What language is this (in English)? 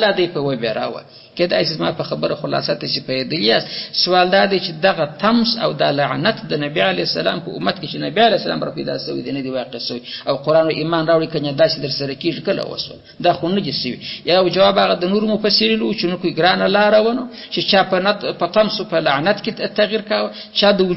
Pashto